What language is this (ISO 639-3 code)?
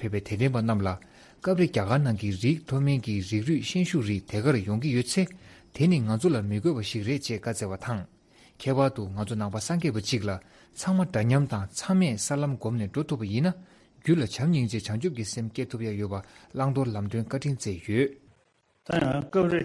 bod